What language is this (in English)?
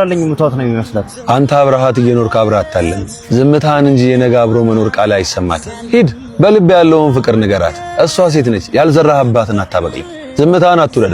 Amharic